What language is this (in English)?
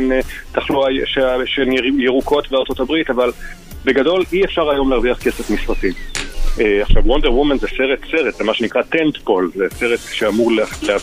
Hebrew